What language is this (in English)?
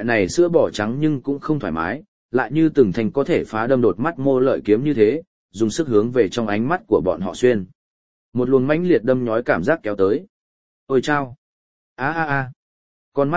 Vietnamese